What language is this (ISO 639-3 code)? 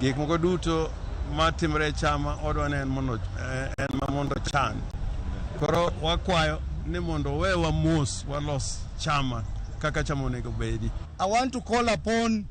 luo